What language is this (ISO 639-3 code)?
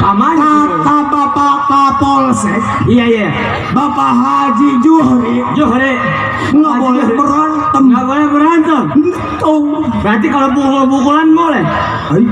bew